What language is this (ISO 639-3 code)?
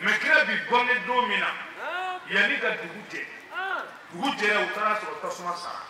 bam